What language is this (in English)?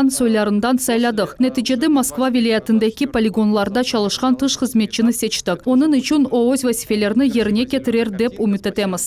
Crimean Tatar